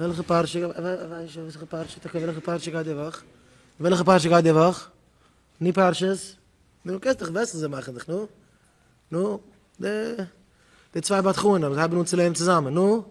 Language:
Yiddish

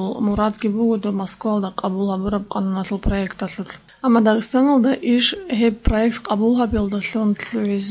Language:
Avaric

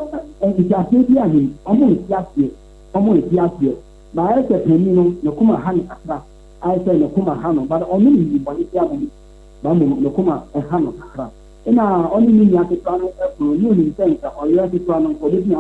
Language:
Akan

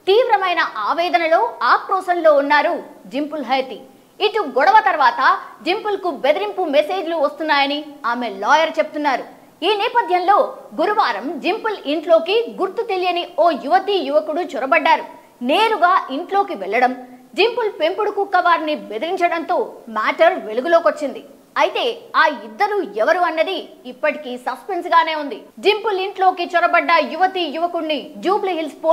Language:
Telugu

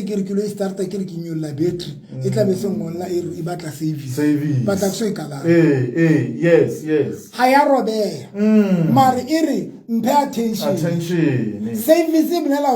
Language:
Southern Sotho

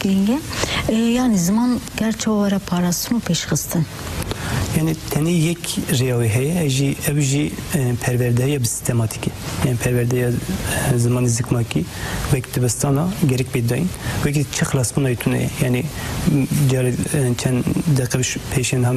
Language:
Kurdish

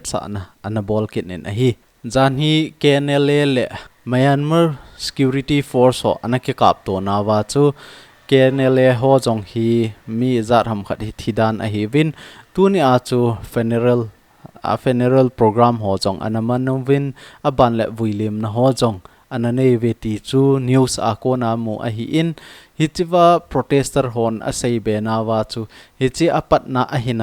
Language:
Thado Chin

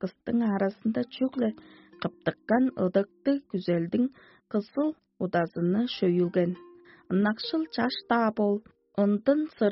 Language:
Tuvinian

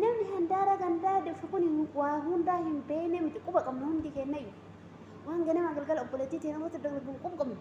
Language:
Oromo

